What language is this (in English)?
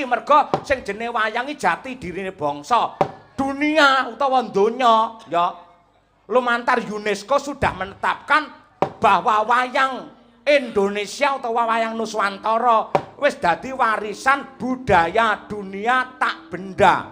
Javanese